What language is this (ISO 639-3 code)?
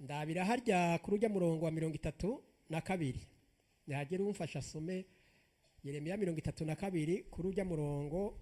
run